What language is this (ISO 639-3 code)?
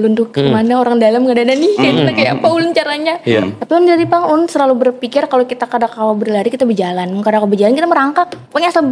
bjn